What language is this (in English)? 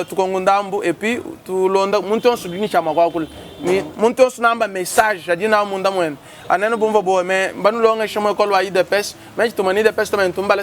Luba-Lulua